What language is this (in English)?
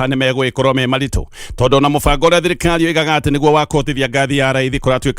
Kikuyu